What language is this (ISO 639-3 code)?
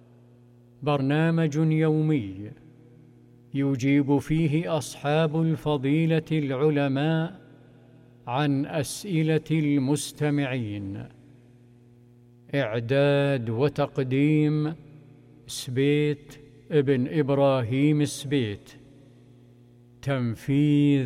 ara